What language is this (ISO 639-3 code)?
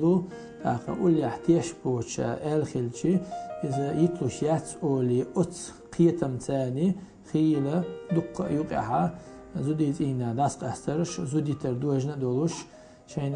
che